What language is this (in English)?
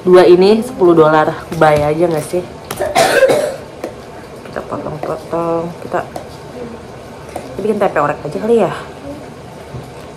Indonesian